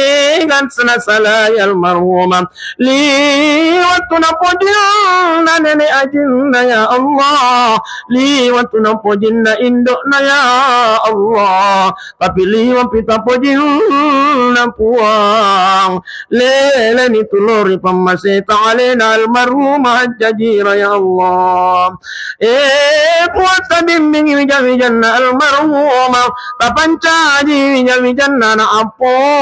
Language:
Buginese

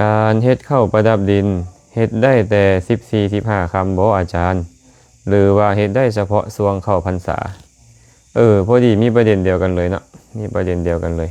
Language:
Lao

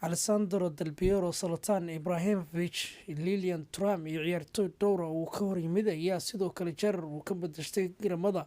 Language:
Somali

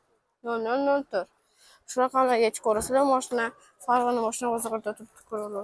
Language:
Uzbek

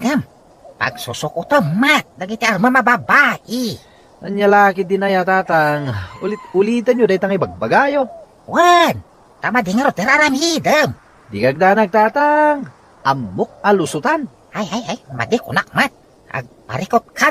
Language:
Iloko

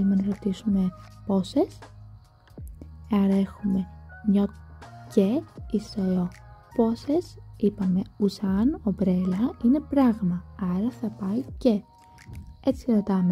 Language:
Greek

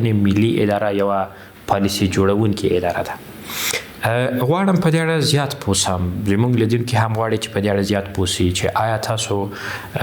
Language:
Pashto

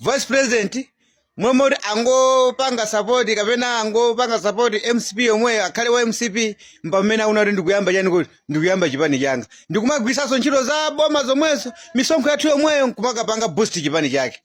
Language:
Nyanja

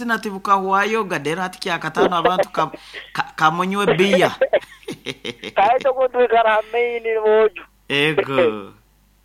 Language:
Nyoro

